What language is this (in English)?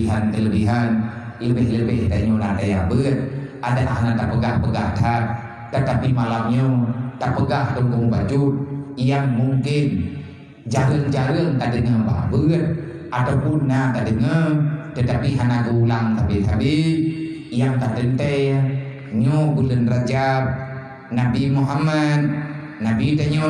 Achinese